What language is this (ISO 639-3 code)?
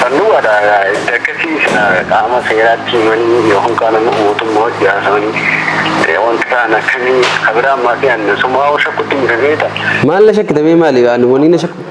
orm